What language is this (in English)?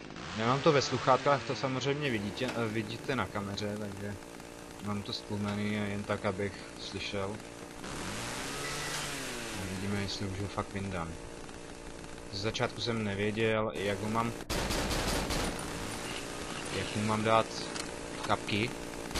Czech